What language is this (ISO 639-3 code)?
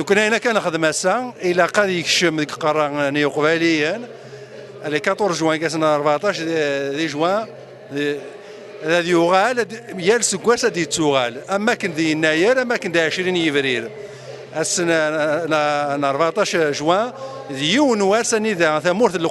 kab